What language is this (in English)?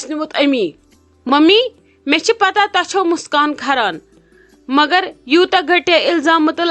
Kashmiri